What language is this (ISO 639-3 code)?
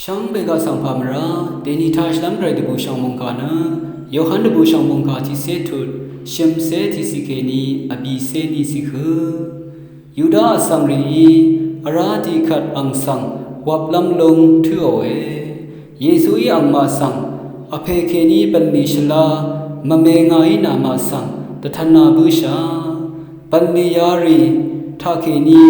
raw